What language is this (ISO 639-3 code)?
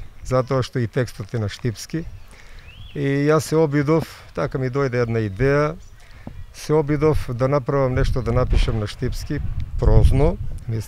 mkd